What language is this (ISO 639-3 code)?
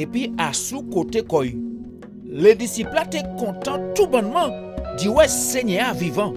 gcf